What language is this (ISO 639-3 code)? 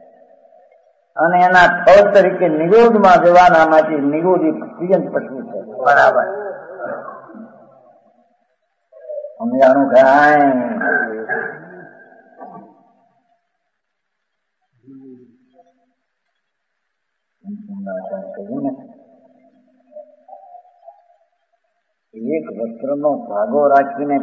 guj